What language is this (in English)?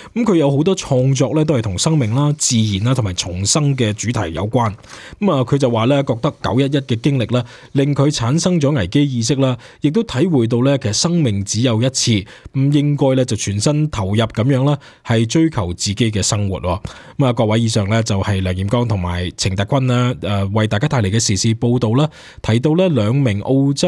Cantonese